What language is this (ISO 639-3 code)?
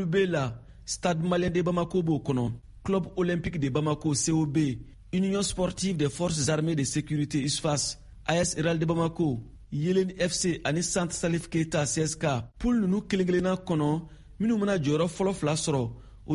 bam